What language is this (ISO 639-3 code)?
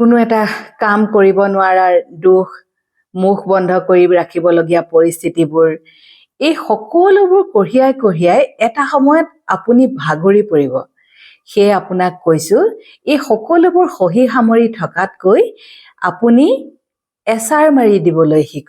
asm